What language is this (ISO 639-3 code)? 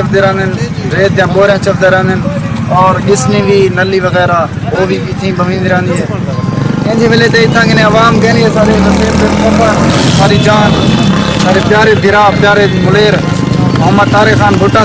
skr